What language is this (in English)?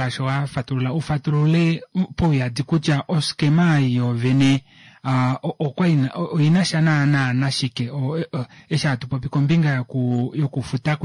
Kuanyama